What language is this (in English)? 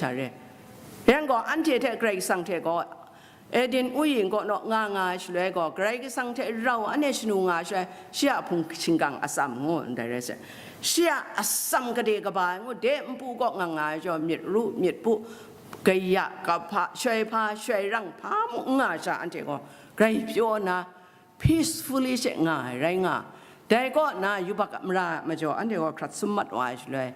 Kachin